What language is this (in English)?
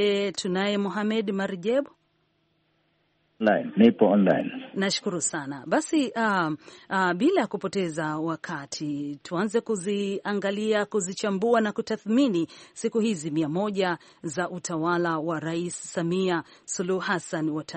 Swahili